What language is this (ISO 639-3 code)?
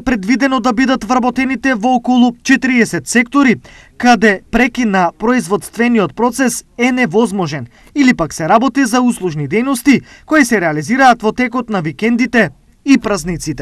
mkd